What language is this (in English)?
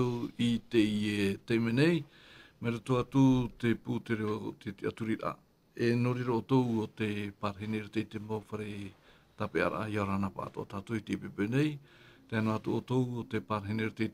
Tahitian